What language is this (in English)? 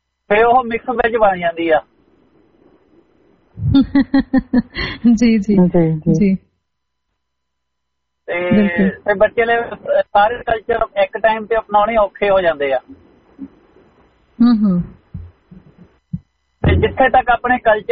Punjabi